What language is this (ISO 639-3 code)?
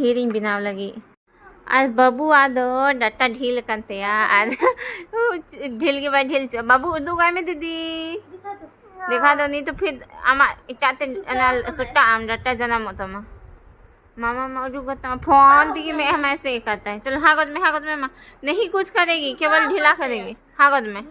sat